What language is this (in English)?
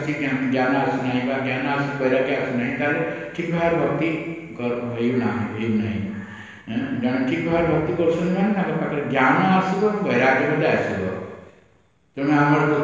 Odia